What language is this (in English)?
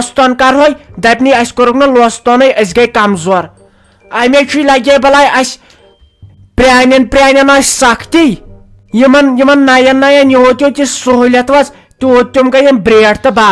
Kashmiri